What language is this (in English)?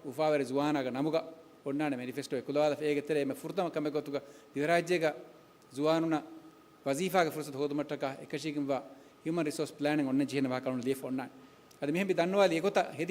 Divehi